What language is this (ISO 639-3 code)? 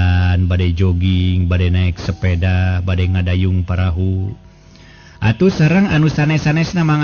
sun